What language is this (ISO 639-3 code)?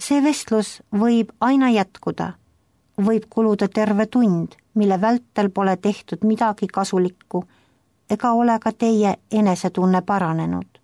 est